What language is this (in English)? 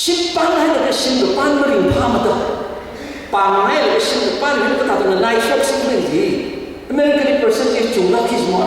Tangkhul Naga (India)